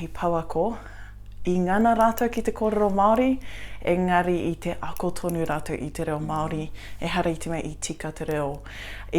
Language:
Māori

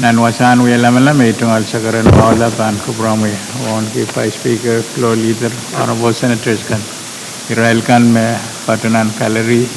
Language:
Pohnpeian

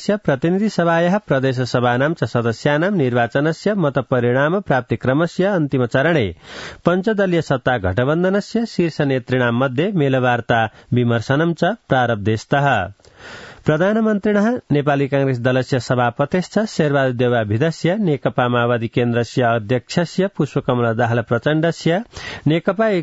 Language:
Sanskrit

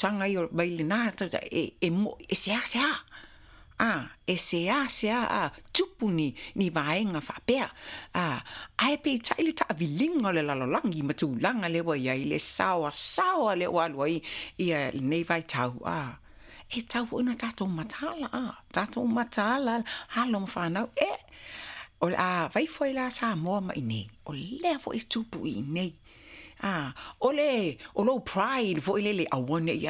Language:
Samoan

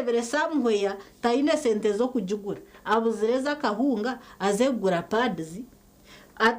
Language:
Nyankole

